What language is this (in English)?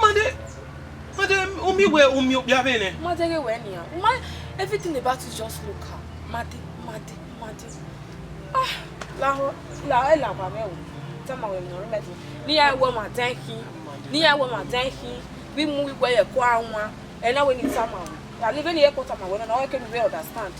Bini